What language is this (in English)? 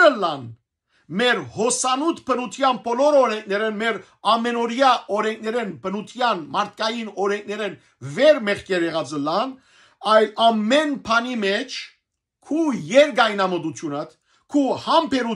Western Armenian